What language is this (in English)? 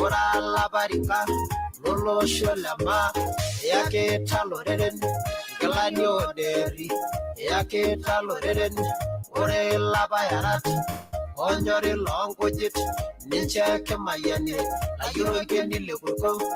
Masai